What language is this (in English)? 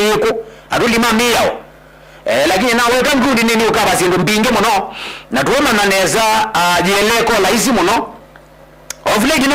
Kamba